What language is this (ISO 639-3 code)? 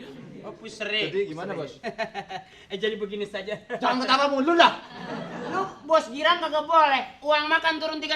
bew